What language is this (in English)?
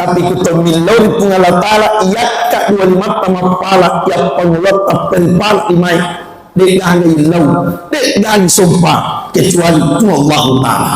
Buginese